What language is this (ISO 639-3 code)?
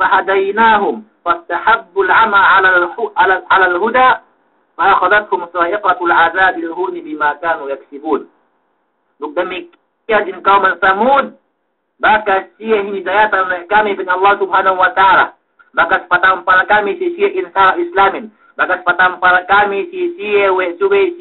yka